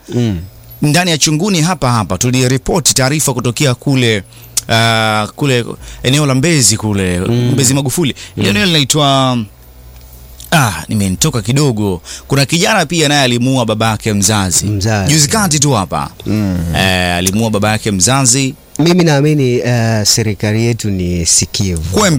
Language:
Swahili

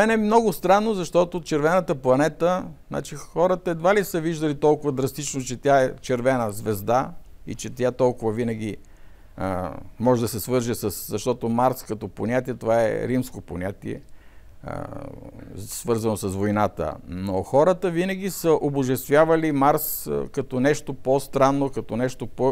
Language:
Bulgarian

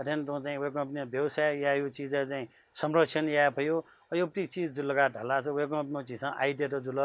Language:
Newari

